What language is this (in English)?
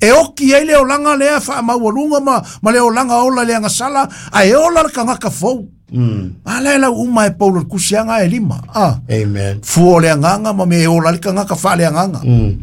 Samoan